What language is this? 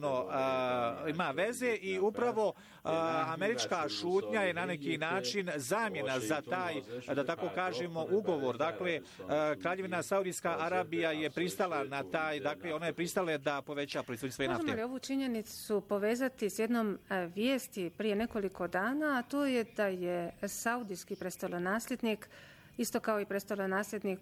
Bosnian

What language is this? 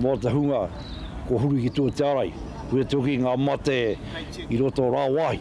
Māori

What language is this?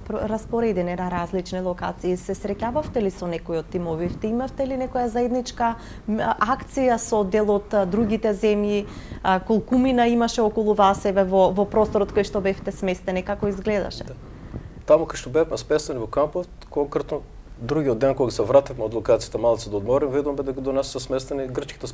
Macedonian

